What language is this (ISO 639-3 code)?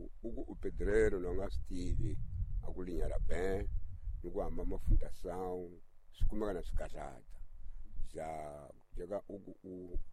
tso